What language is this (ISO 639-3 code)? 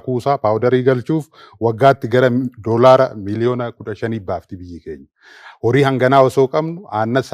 orm